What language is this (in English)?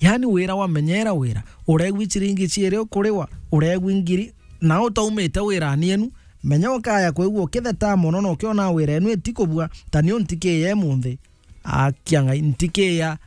Meru